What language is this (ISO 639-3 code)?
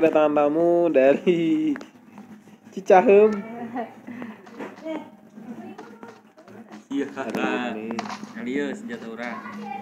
ind